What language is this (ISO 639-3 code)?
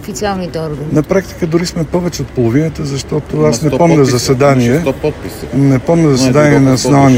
bul